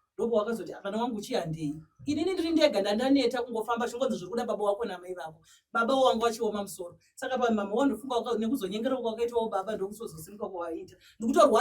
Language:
Shona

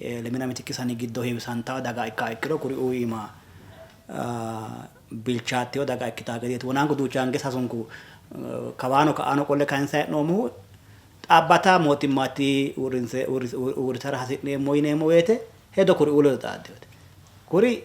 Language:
Sidamo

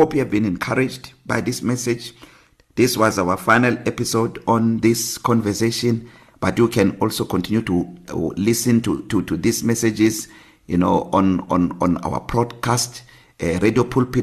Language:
English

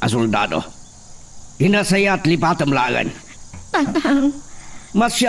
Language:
Iloko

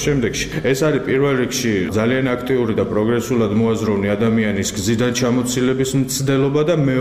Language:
Georgian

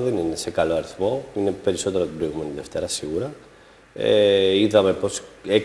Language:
Greek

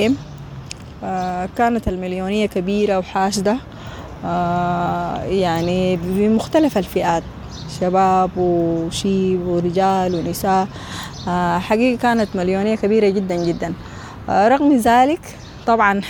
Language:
Sudanese Arabic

